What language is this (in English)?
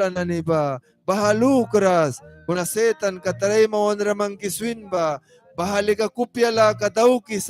Mískito